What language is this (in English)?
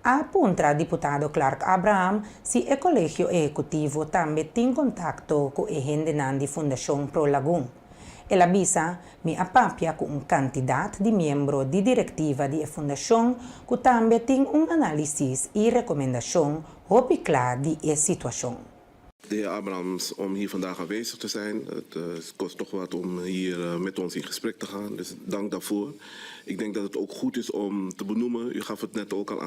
Papiamento